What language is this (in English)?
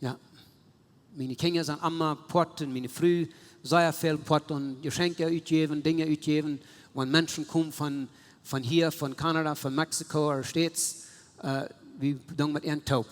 Plautdietsch